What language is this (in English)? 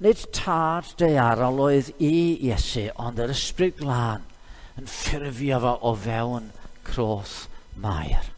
Welsh